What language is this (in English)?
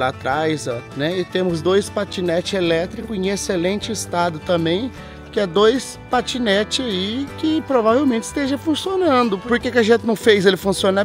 Portuguese